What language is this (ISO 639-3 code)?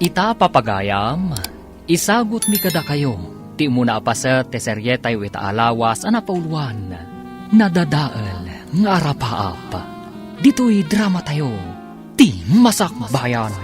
ilo